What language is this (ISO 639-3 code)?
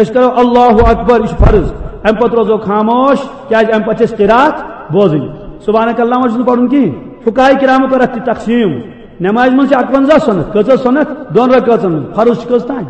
kas